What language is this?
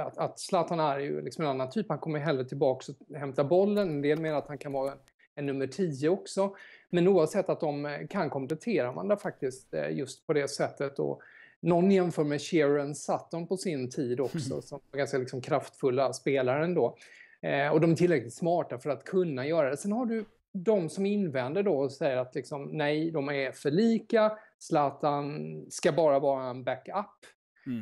Swedish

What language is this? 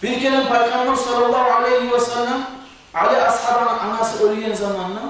Kumyk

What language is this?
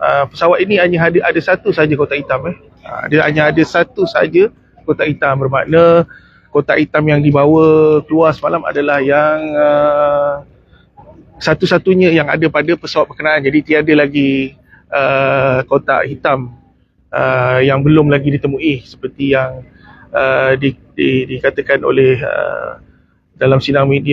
Malay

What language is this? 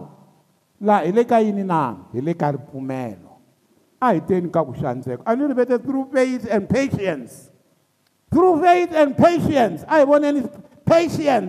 Tsonga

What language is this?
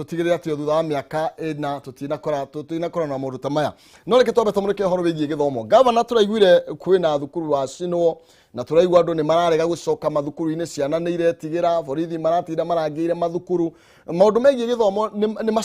Kikuyu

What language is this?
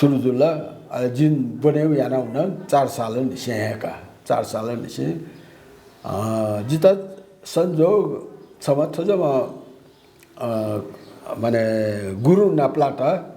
Newari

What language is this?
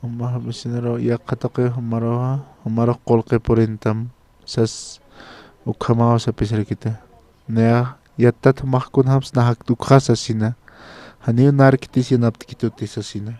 Aymara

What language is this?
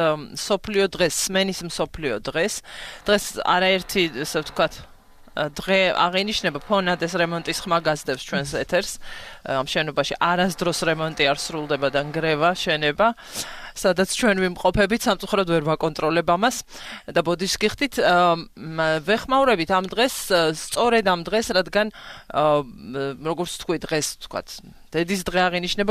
Georgian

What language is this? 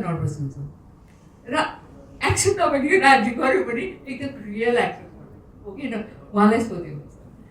Nepali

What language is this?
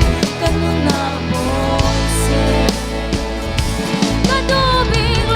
Hakha Chin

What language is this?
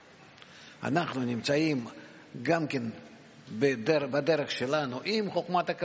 Hebrew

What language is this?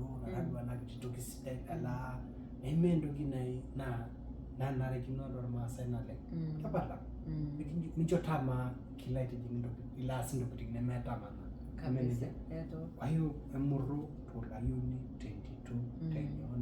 Masai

